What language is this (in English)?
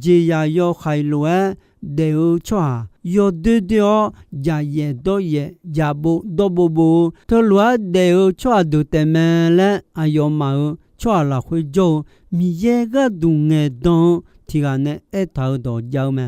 Akha